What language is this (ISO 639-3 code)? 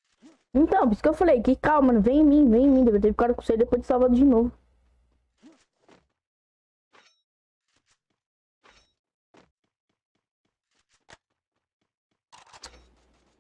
por